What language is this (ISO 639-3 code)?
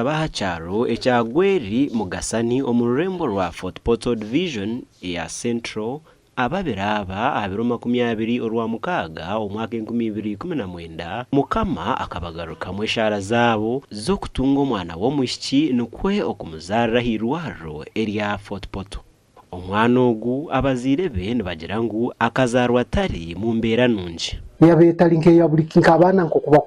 nyn